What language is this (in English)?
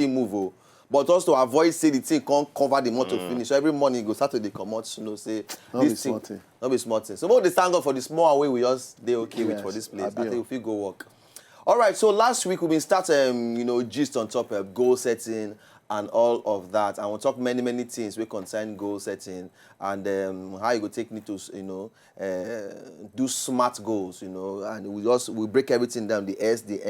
Nigerian Pidgin